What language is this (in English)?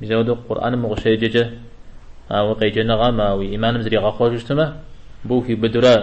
Kabardian